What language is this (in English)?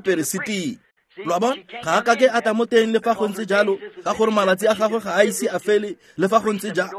Tswana